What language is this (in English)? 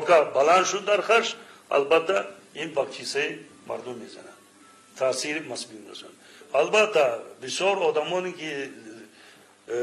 Tajik